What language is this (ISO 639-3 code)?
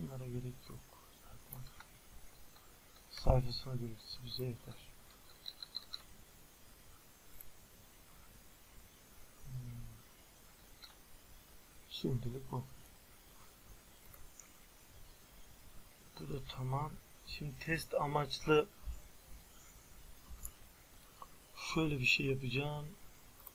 tur